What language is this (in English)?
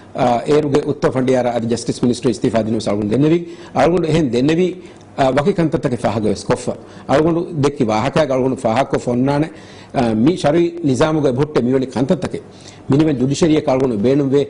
Divehi